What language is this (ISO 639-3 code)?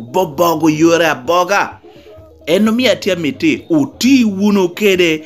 laj